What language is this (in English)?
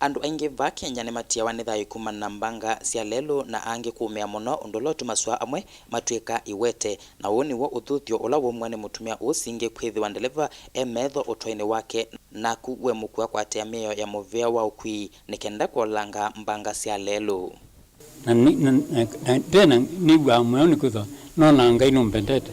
Kamba